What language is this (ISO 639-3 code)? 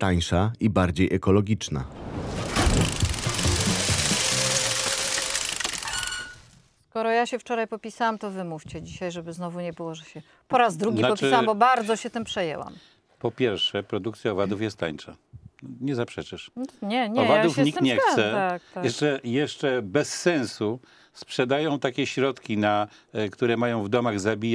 pol